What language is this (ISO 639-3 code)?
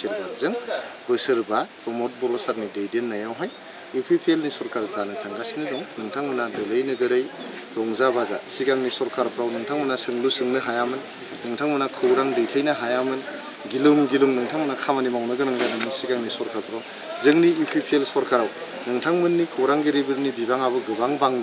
brx